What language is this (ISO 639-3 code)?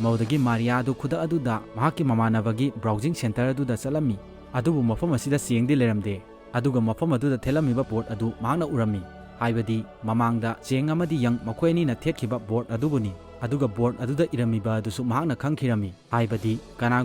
mni